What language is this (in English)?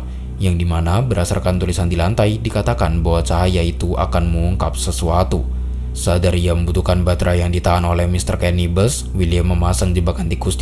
Indonesian